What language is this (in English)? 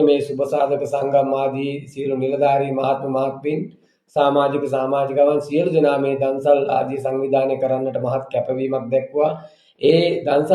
Sinhala